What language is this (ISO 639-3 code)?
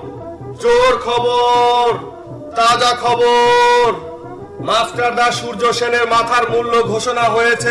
ben